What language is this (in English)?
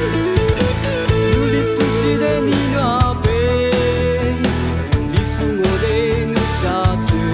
Lisu